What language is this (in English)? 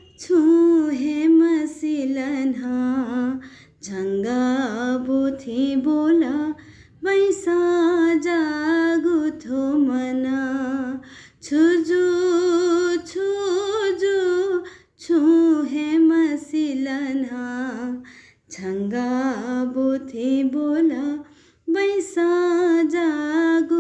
Newari